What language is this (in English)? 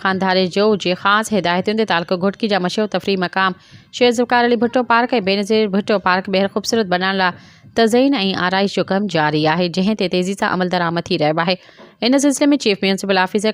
Sindhi